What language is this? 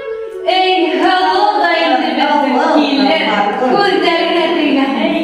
Bashkir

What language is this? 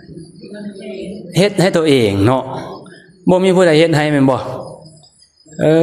Lao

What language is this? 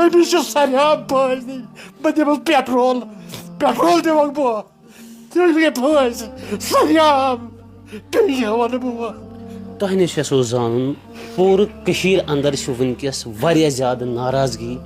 Kashmiri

